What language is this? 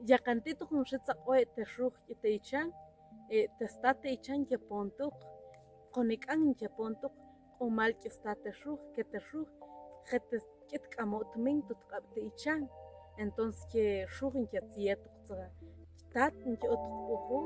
Tektiteko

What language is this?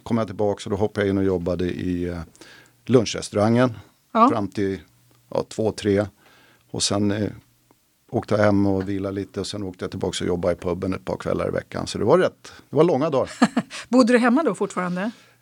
Swedish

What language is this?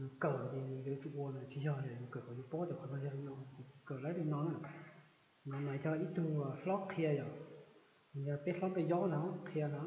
Hmong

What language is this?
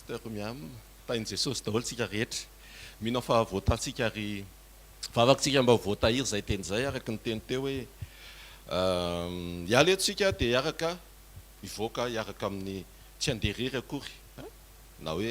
Malagasy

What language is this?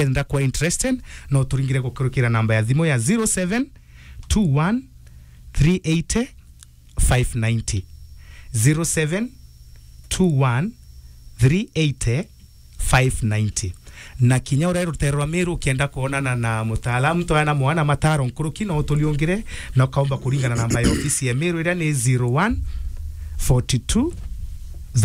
Meru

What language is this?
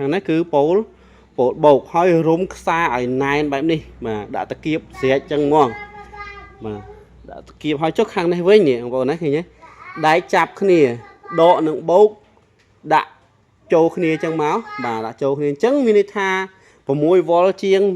Khmer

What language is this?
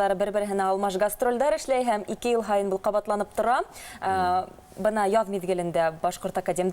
Bashkir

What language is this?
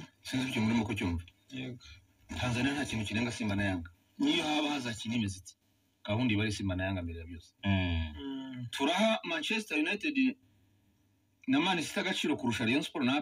Kinyarwanda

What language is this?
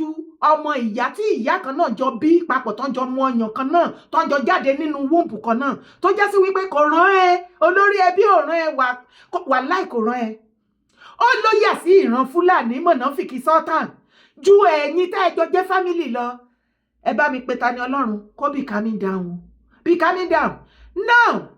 Yoruba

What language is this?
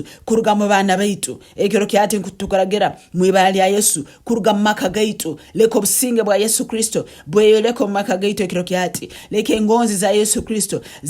Tooro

